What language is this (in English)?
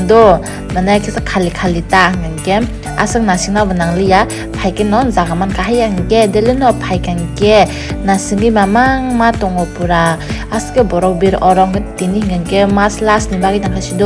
Kok Borok